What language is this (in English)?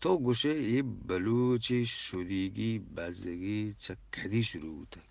Eastern Balochi